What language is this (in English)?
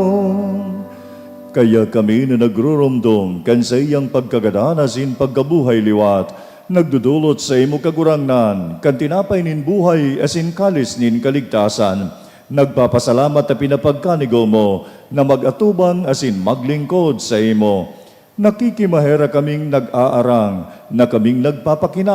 Bikol